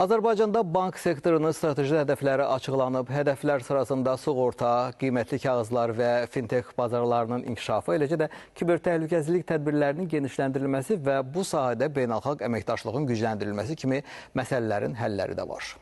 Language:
Azerbaijani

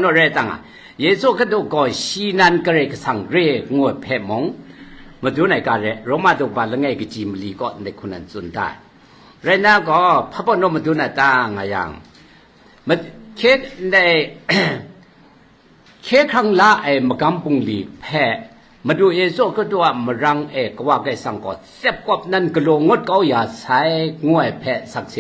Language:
Kachin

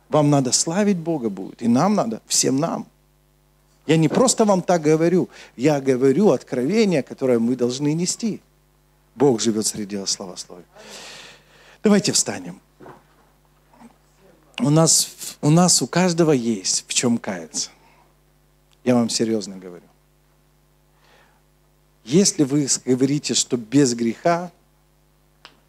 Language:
Russian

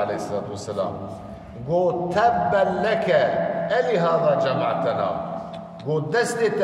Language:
Kurdish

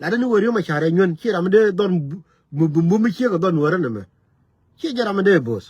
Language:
Nuer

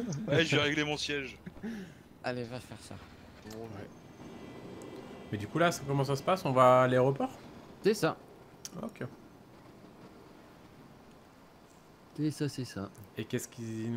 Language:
French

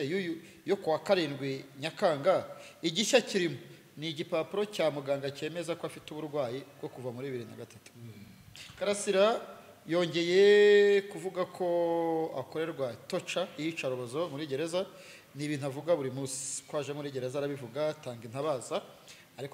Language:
Kinyarwanda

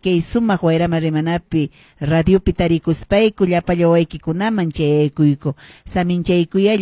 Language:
Quechua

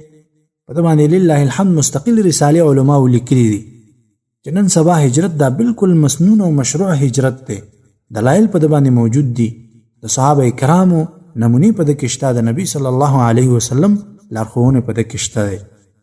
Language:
Pashto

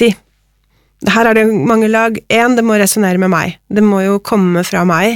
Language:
Norwegian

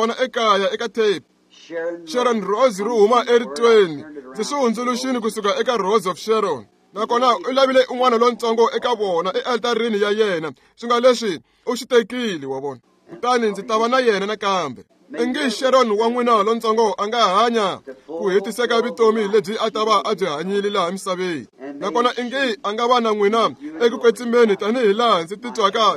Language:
Tsonga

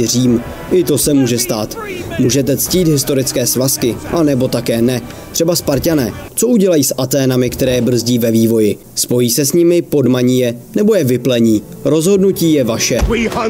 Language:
Czech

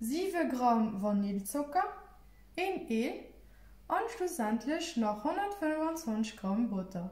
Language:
Luxembourgish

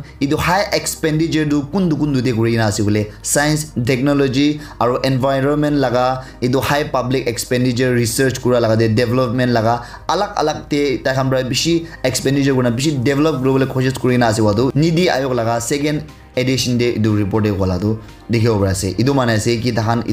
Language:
Naga Pidgin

